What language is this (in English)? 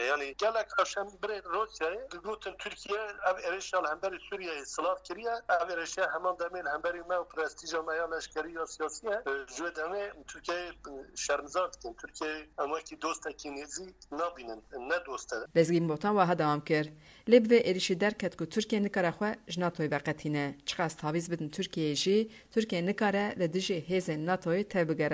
Kurdish